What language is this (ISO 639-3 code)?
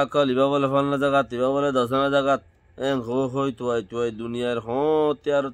rhg